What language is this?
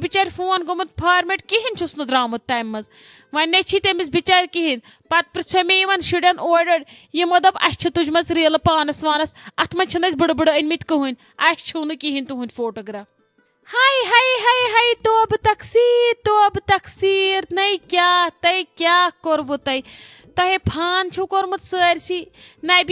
Kashmiri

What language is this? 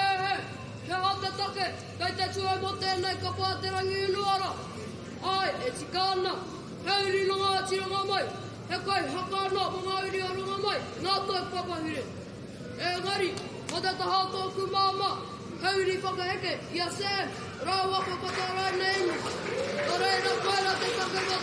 Māori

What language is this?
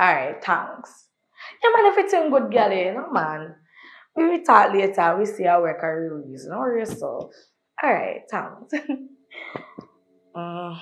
Jamaican Creole English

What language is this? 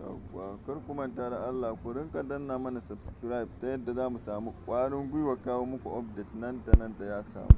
Hausa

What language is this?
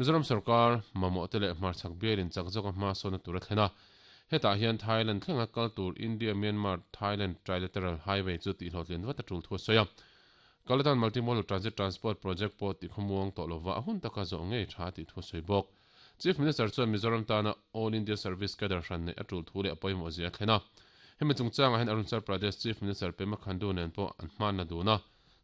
Mizo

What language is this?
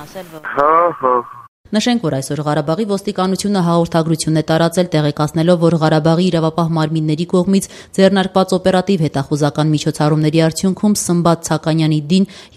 Armenian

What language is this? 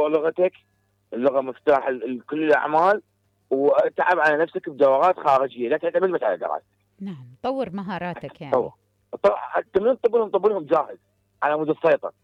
Mesopotamian Arabic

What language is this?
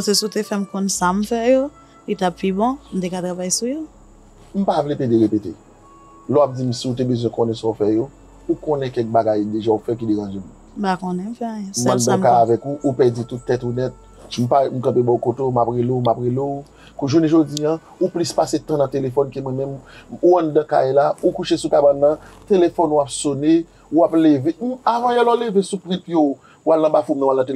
Haitian Creole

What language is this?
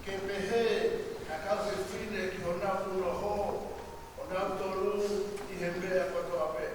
Tongan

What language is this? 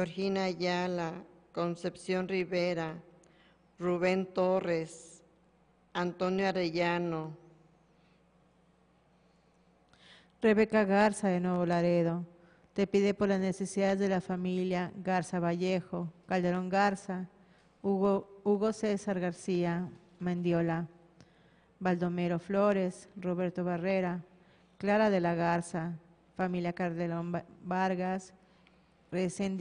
Spanish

